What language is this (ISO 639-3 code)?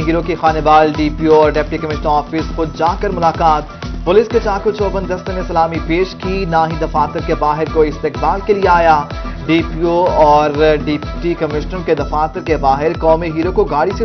urd